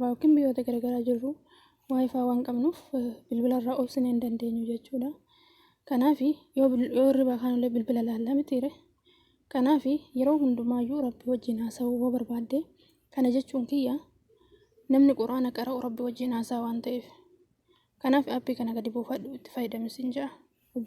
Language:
Oromo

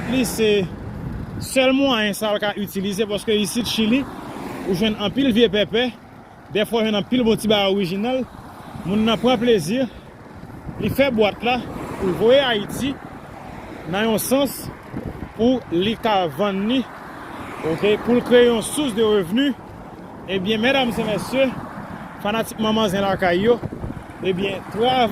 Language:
Haitian Creole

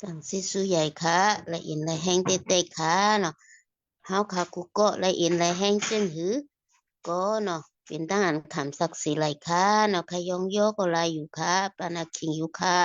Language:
Shan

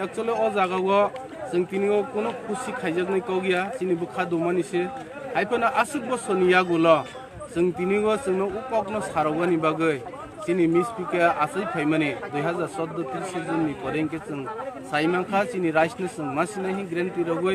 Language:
Kok Borok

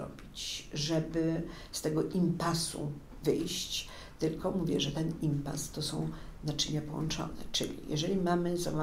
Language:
Polish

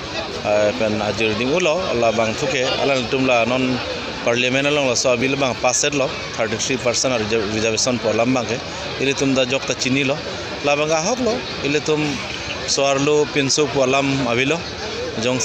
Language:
Karbi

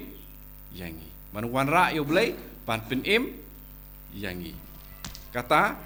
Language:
Khasi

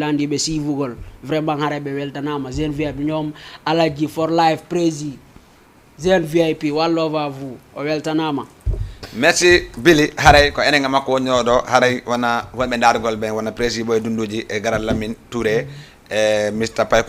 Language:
Fula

